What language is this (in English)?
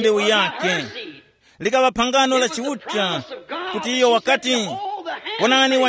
Tumbuka